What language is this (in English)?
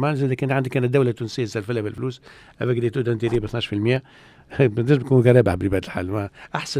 Tunisian Arabic